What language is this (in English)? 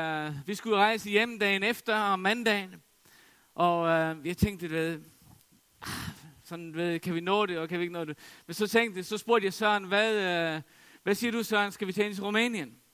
Danish